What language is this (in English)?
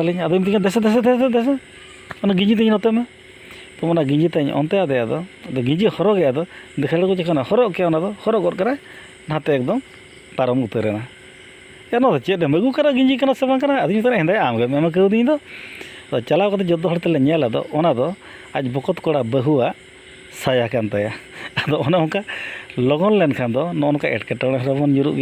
Santali